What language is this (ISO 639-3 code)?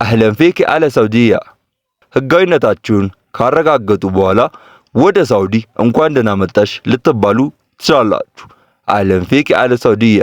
amh